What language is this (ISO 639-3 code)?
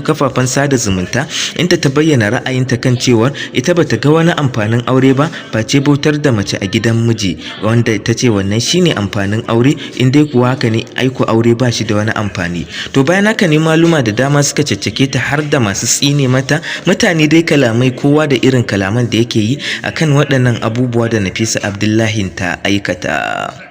hau